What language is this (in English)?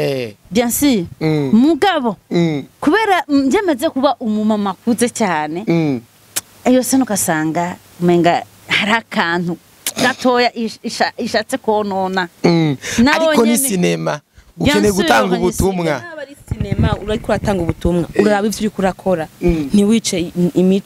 Rundi